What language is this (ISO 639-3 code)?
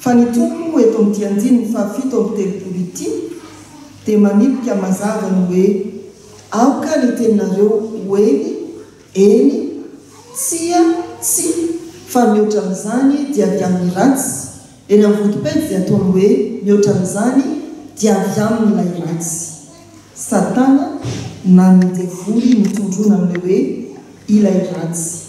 mlg